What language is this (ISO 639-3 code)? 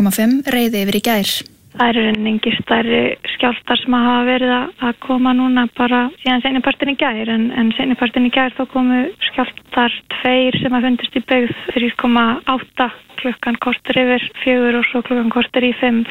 isl